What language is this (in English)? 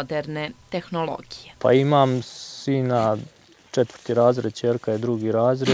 Serbian